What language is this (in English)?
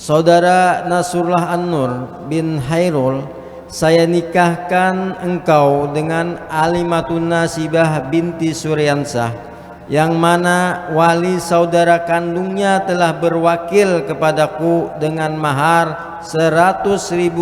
Banjar